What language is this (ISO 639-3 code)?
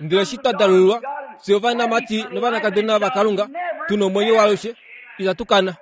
kua